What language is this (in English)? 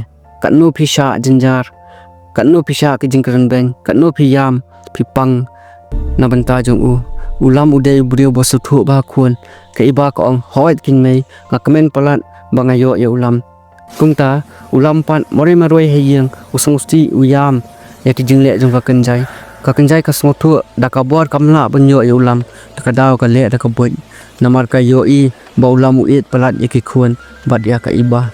Khasi